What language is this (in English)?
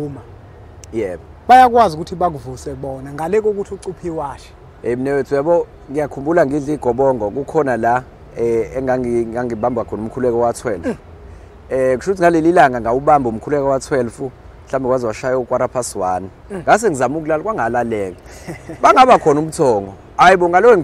Zulu